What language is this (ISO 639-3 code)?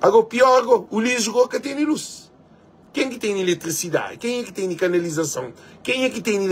kea